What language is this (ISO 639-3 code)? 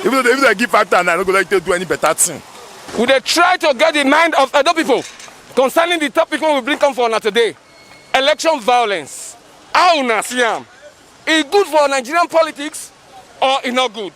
pcm